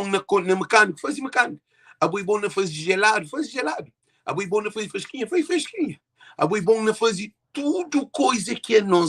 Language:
Kabuverdianu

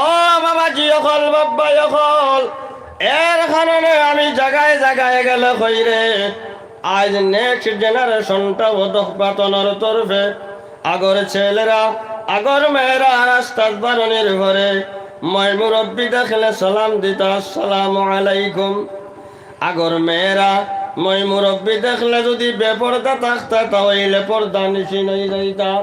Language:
Sylheti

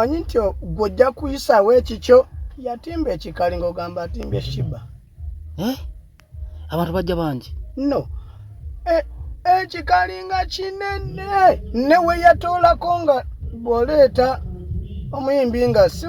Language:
Ganda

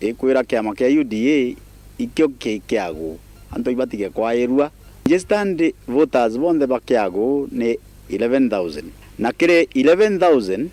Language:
Meru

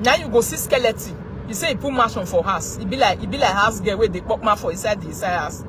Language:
Nigerian Pidgin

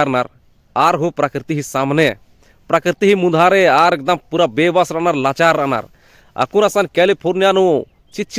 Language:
Kurukh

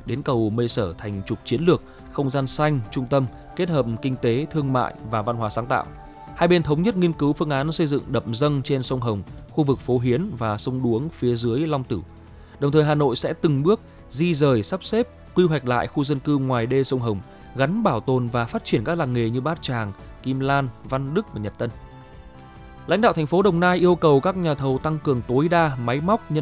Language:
Vietnamese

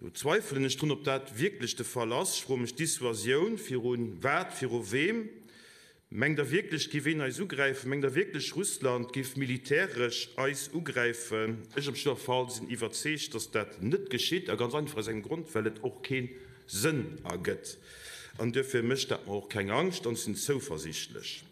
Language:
Luxembourgish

